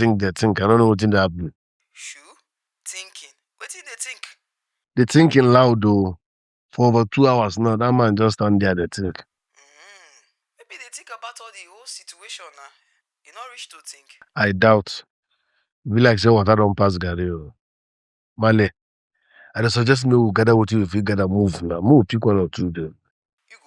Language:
Nigerian Pidgin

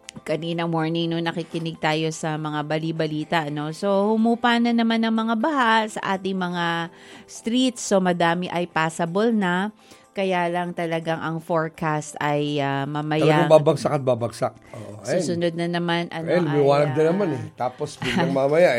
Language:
Filipino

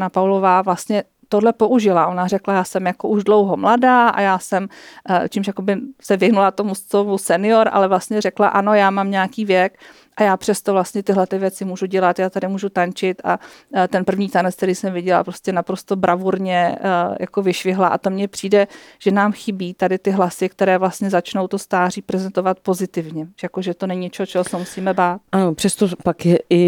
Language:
Czech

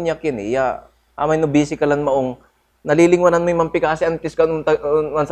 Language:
Pangasinan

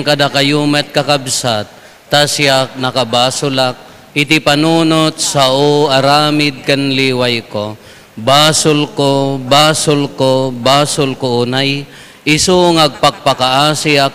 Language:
Iloko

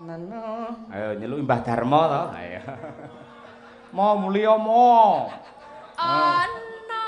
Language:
Javanese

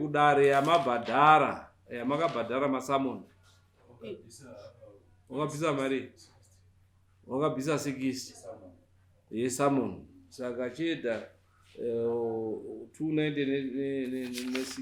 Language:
Shona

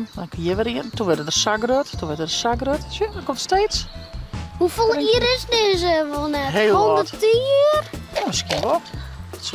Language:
Western Frisian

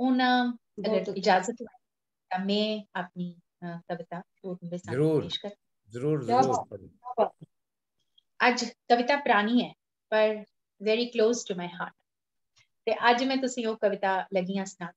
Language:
Dogri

